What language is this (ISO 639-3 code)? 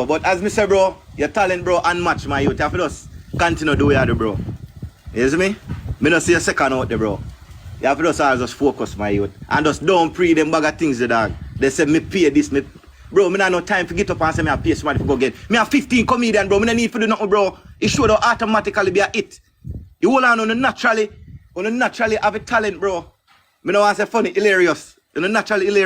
jam